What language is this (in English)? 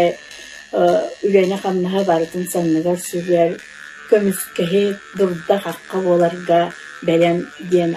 Yakut